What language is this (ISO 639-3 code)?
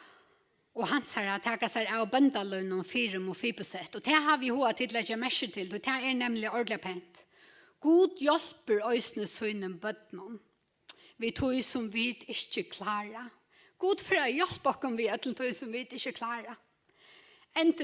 fao